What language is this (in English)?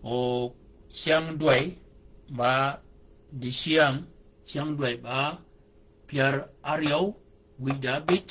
Shilluk